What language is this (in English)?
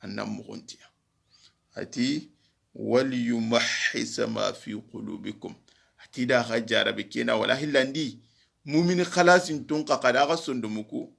Soninke